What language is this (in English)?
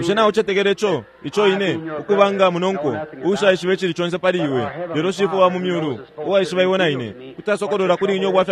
Bemba